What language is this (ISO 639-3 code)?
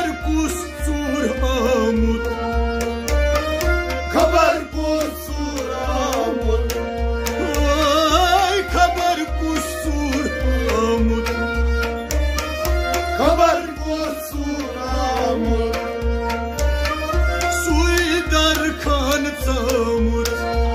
kas